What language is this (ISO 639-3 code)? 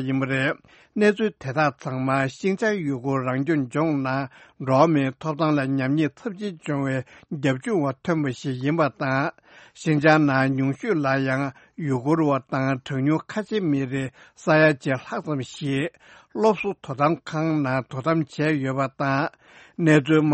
bod